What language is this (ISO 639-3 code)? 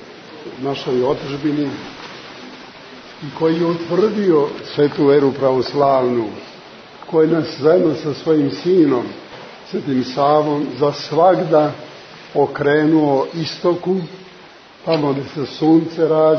srp